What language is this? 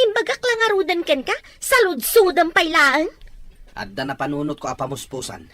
Iloko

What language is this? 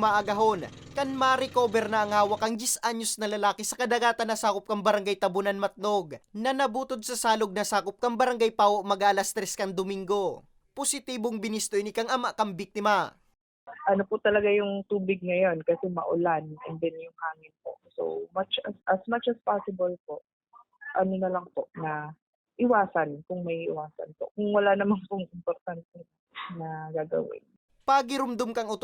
Bikol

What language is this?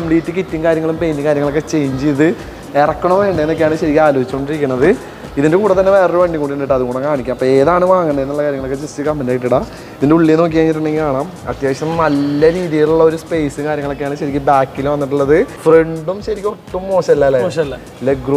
Malayalam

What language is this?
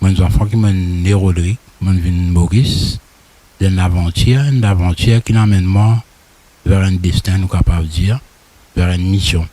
Morisyen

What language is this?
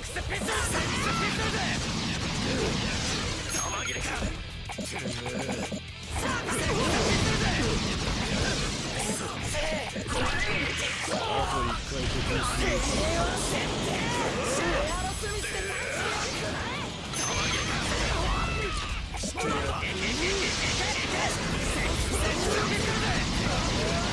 Japanese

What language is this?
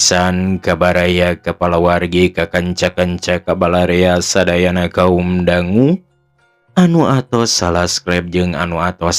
Sundanese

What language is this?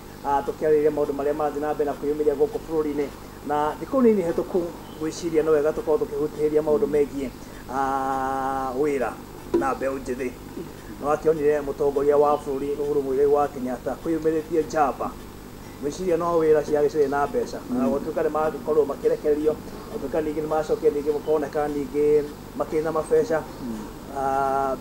Kikuyu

